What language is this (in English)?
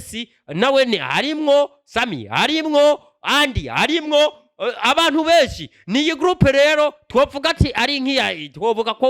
Rundi